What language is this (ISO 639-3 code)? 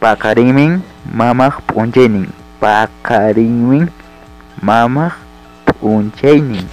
quy